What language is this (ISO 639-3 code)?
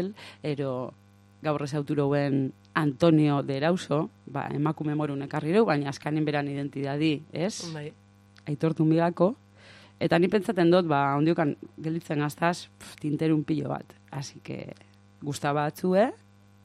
eus